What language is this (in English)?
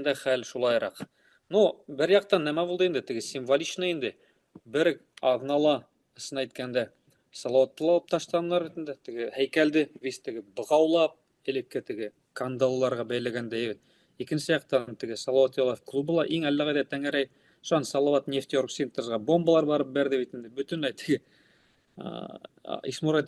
Bashkir